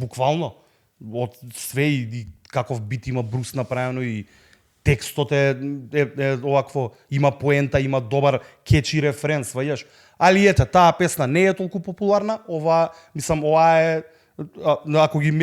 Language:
Macedonian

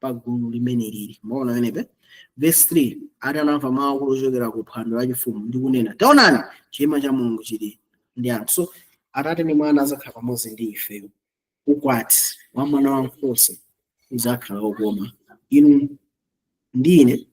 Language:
Nyanja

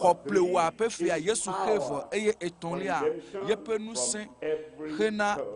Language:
Ewe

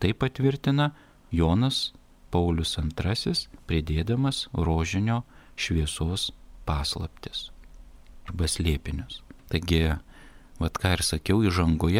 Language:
Lithuanian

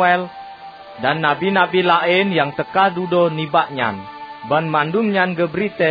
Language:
Achinese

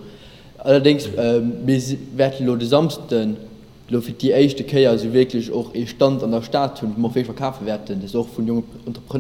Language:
Luxembourgish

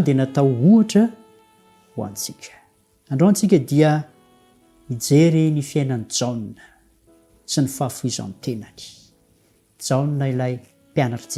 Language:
Malagasy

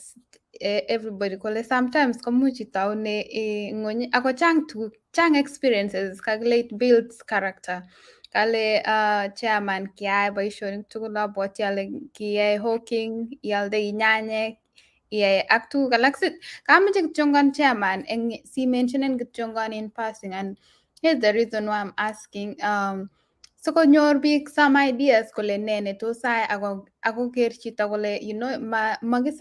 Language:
Kalenjin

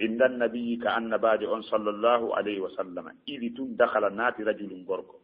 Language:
Fula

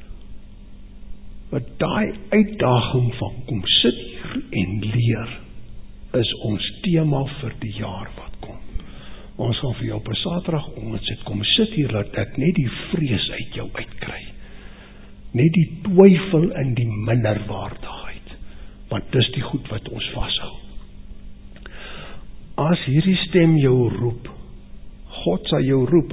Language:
Afrikaans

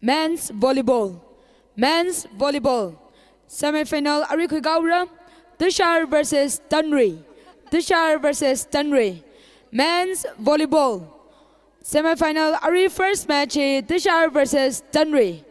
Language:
Tangkhul Naga (India)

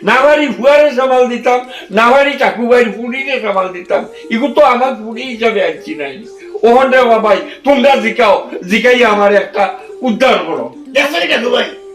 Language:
Sylheti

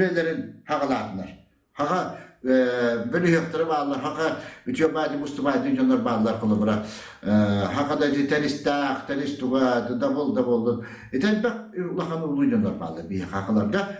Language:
Yakut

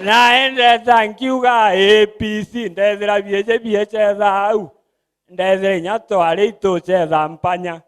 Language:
Meru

